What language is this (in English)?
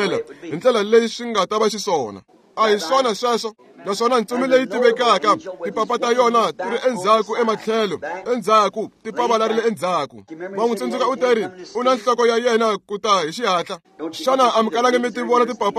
Tsonga